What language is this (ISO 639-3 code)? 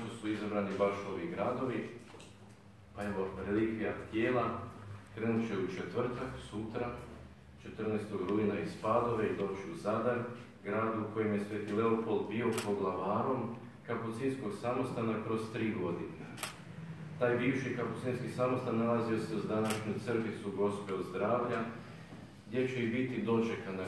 hrv